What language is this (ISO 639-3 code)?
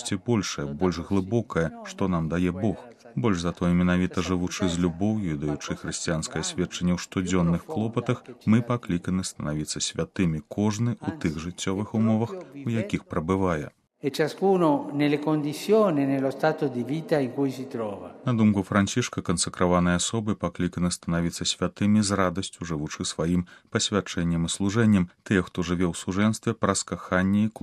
bel